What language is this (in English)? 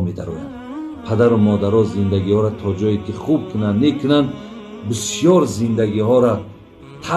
Tajik